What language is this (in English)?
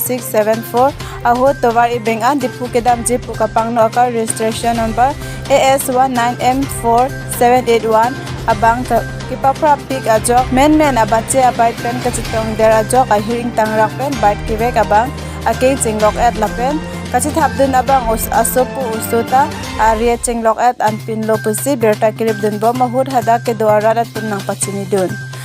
Karbi